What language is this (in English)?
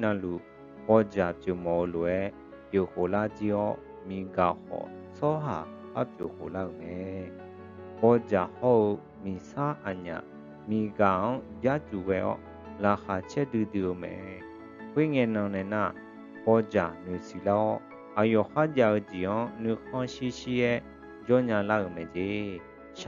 Akha